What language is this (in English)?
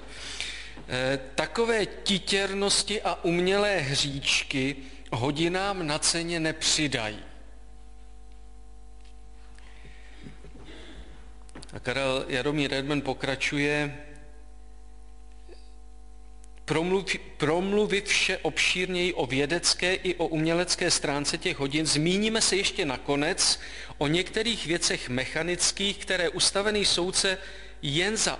Czech